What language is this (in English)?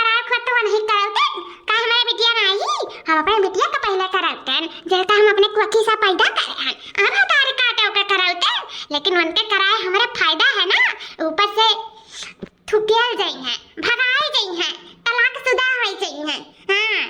Awadhi